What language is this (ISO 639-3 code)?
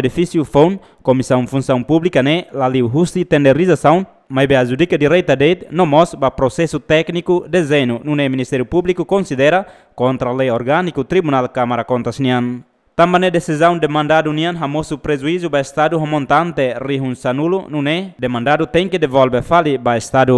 tet